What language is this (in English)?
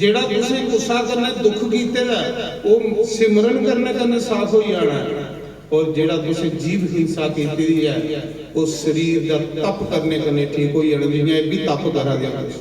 Dogri